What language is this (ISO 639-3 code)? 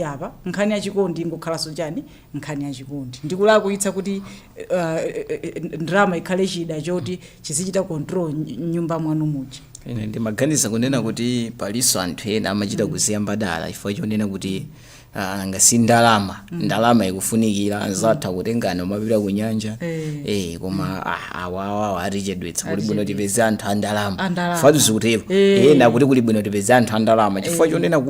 nya